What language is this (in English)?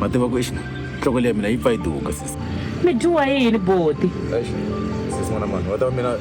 Tsonga